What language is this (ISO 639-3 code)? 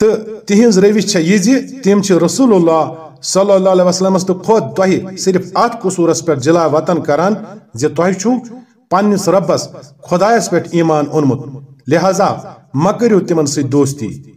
kas